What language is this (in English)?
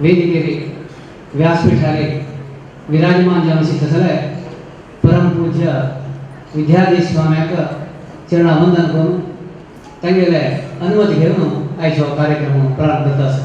Konkani